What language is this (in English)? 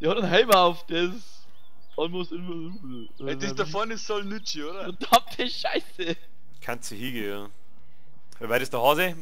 Bavarian